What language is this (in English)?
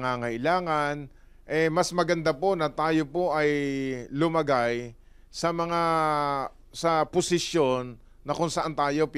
Filipino